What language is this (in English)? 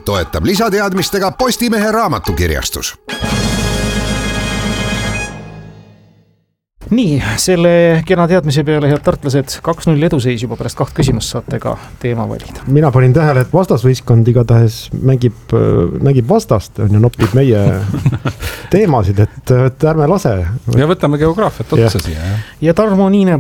Estonian